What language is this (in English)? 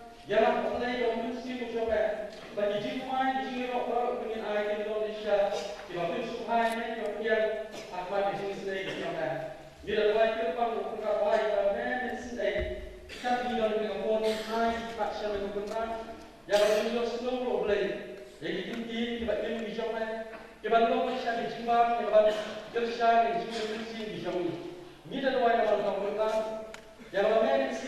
Khasi